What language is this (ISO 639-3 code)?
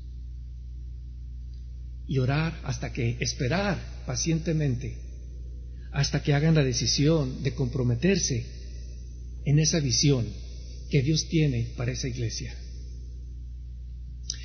spa